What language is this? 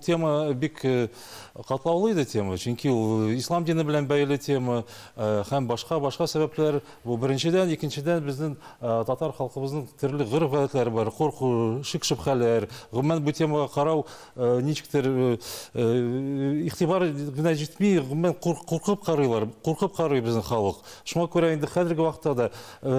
Tatar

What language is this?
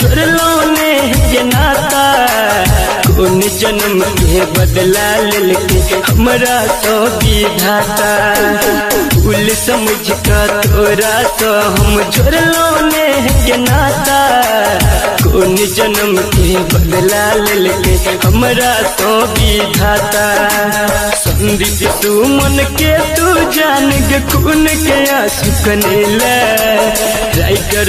Bhojpuri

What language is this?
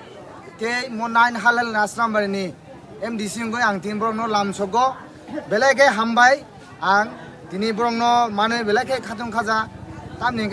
Kok Borok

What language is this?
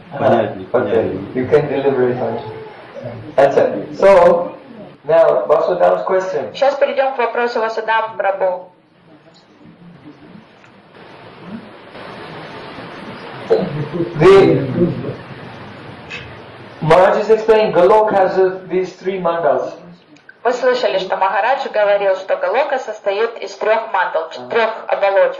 Russian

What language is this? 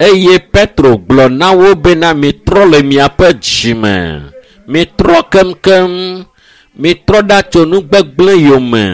Ewe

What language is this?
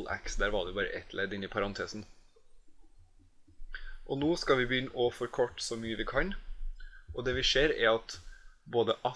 Norwegian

